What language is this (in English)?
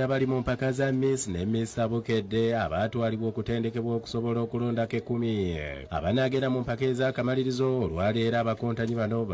Ganda